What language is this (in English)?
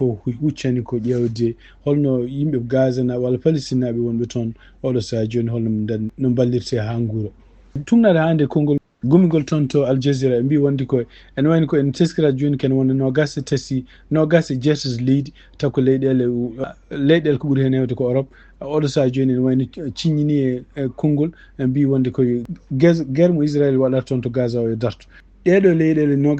Fula